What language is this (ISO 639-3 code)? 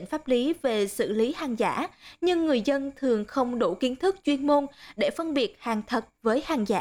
vie